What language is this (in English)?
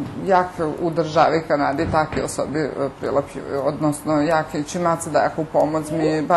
Rusyn